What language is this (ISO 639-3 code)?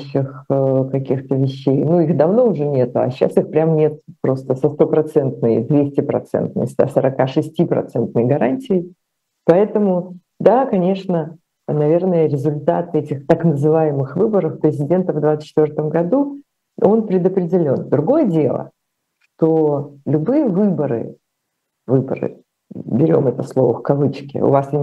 rus